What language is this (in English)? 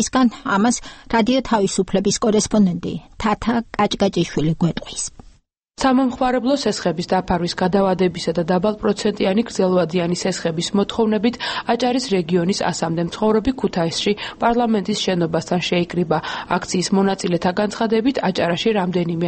Georgian